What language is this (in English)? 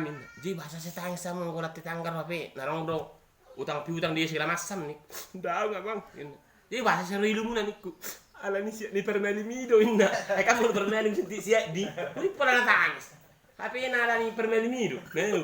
Batak Toba